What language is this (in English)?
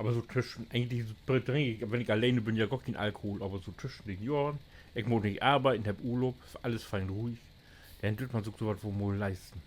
Low German